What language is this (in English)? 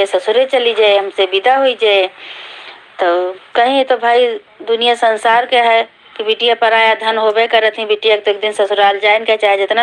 Awadhi